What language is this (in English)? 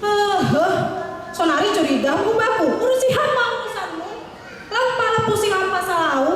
Batak Simalungun